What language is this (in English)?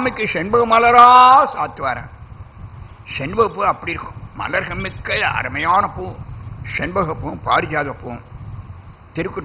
Tamil